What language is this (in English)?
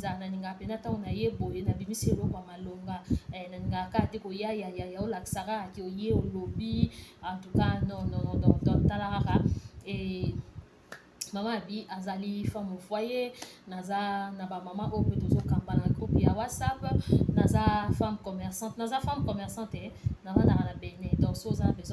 Lingala